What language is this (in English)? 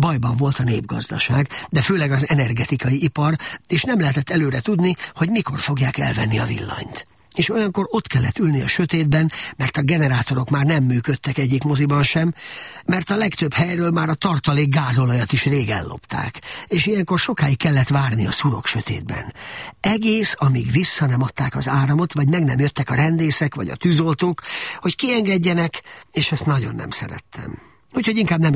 Hungarian